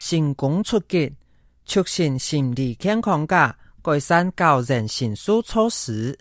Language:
Hakka Chinese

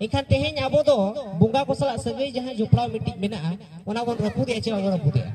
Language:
Santali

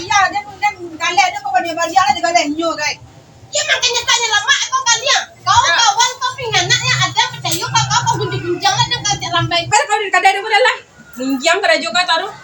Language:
Minangkabau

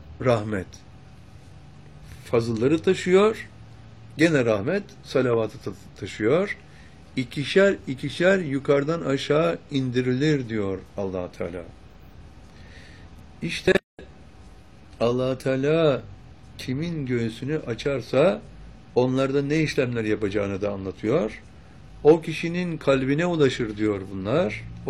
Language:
Turkish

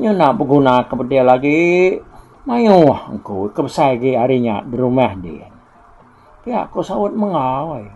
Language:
Iban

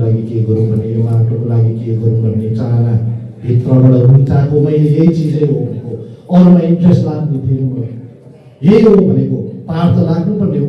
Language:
Nepali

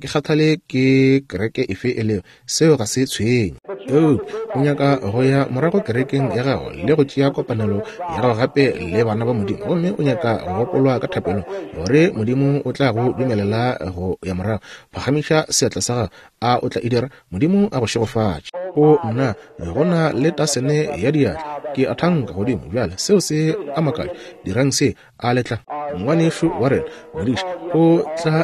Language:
Northern Sotho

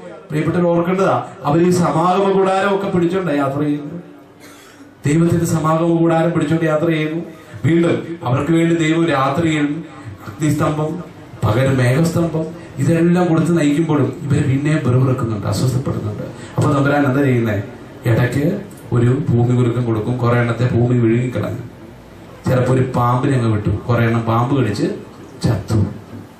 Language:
Malayalam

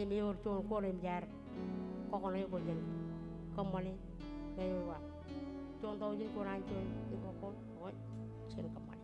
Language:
Marshallese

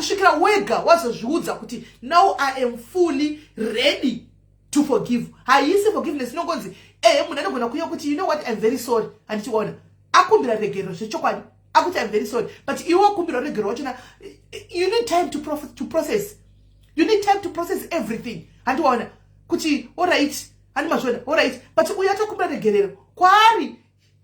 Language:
Shona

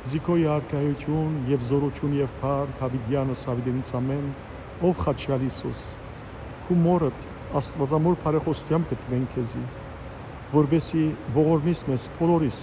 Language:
Western Armenian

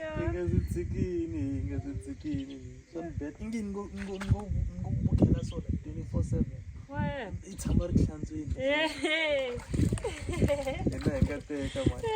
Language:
Tsonga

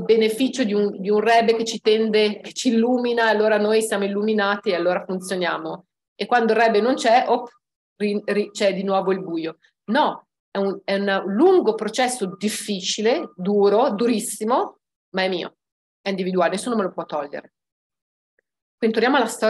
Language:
Italian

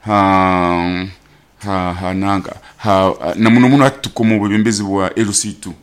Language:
Nyoro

